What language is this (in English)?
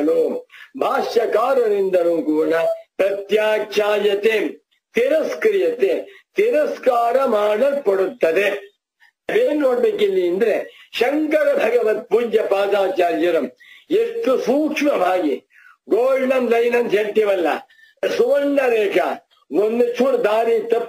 Kannada